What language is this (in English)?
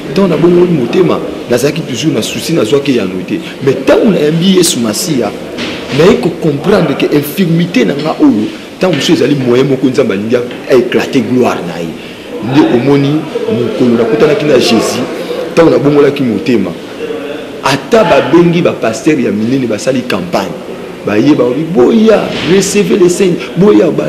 Lingala